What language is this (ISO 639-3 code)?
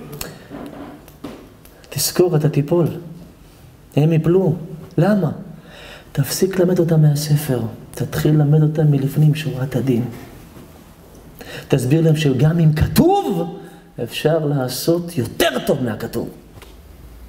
heb